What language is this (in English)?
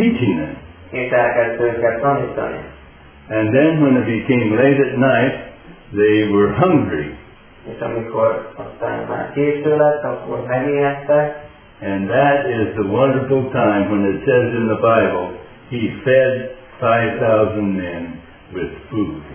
Hungarian